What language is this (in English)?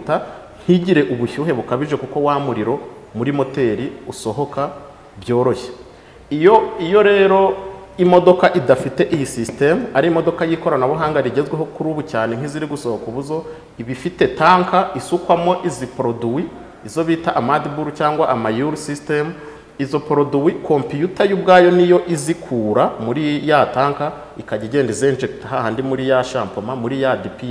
Kinyarwanda